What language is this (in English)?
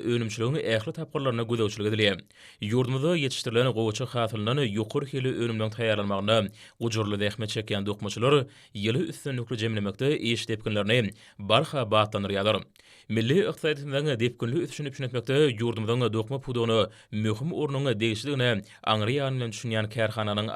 Turkmen